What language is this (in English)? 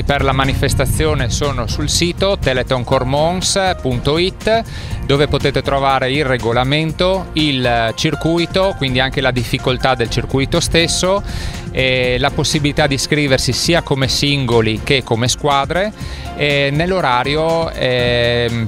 Italian